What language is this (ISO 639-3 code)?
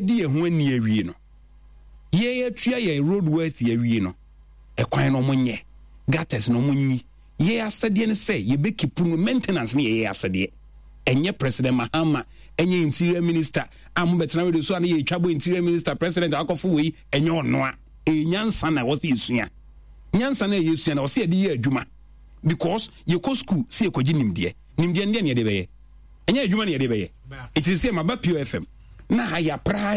aka